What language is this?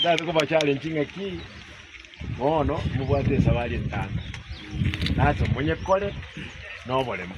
Gusii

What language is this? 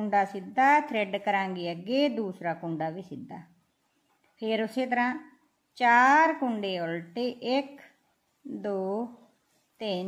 Punjabi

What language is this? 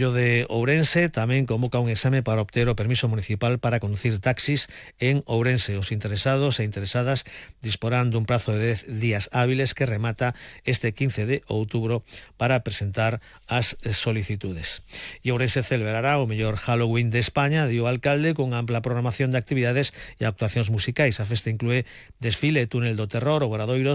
Galician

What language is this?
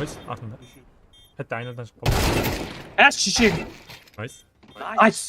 Kara-Kalpak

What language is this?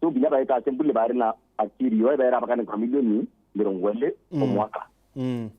Meru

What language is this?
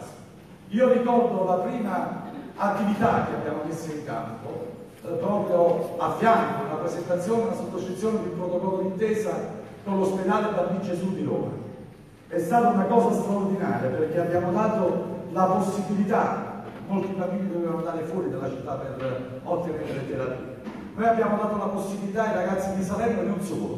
Italian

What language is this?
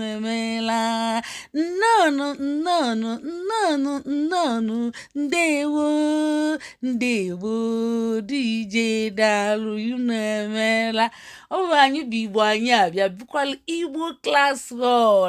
Igbo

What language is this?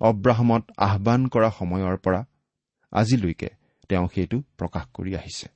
Assamese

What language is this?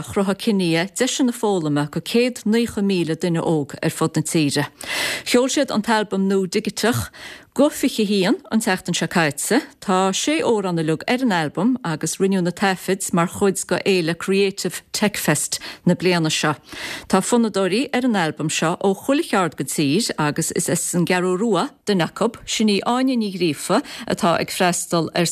Irish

